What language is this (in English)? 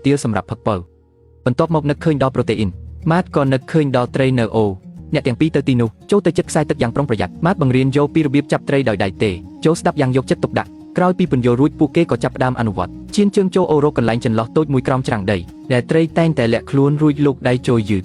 Khmer